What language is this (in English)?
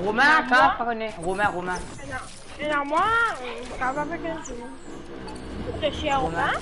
Morisyen